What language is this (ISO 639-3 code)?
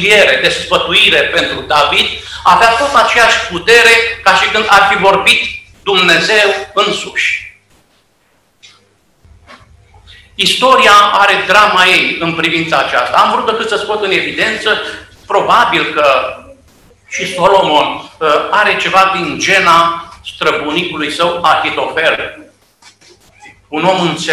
ron